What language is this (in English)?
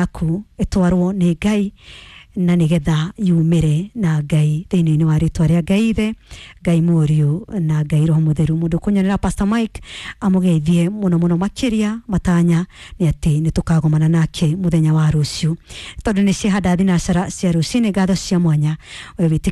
Kikuyu